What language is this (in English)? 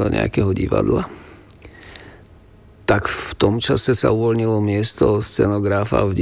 Slovak